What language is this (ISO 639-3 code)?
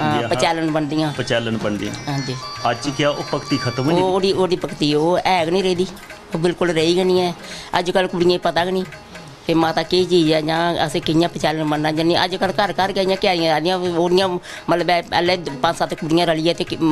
doi